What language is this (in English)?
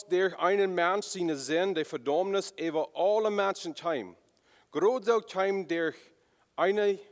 Plautdietsch